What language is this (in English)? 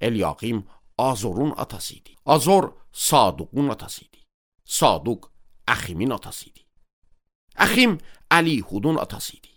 Azerbaijani